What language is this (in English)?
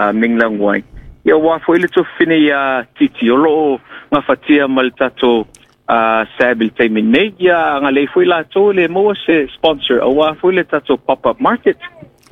Samoan